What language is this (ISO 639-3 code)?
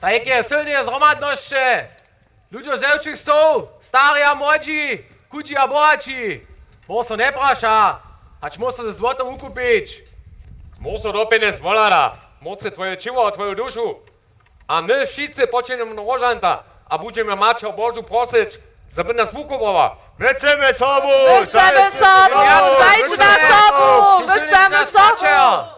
hsb